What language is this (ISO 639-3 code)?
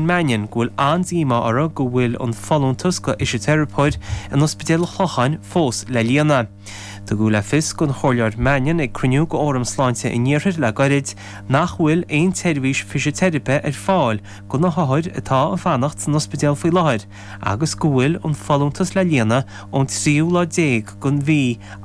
gle